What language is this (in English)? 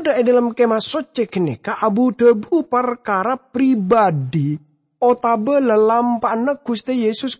Madurese